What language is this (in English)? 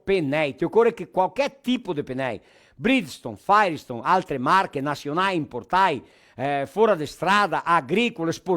Venetian